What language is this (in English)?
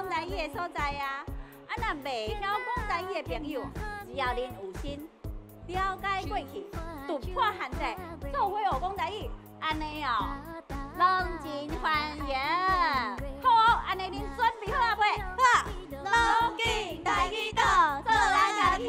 Min Nan Chinese